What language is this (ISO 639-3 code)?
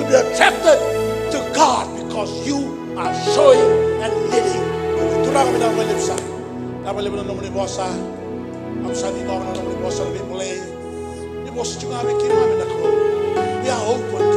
fij